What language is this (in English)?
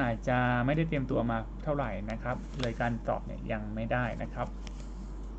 Thai